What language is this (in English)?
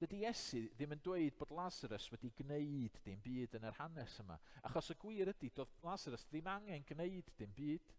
Welsh